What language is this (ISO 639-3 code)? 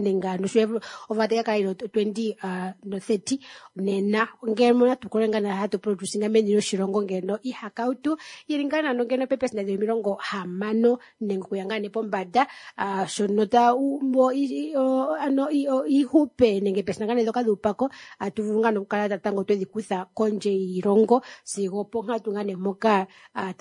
kua